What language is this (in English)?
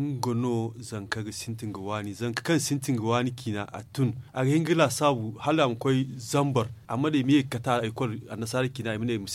Zarma